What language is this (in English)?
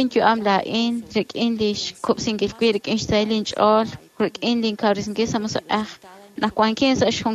Kekchí